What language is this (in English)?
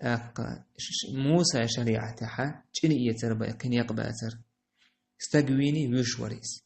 Chechen